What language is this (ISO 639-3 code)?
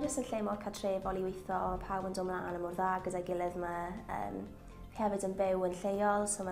cym